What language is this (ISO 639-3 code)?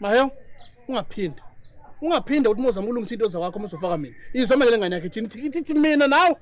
zul